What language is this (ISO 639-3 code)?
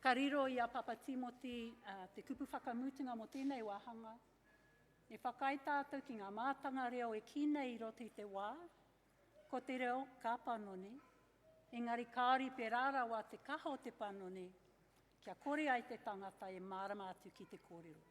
mri